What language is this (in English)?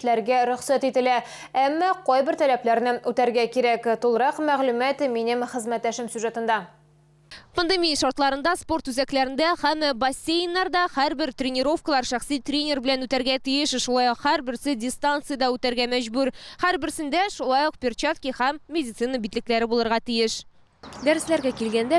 Tatar